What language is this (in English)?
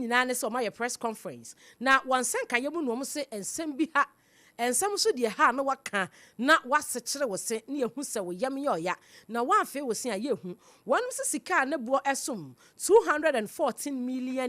Akan